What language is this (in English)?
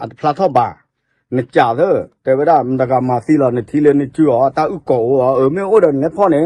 S'gaw Karen